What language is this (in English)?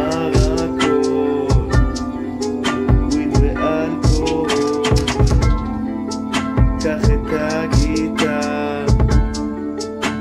Hebrew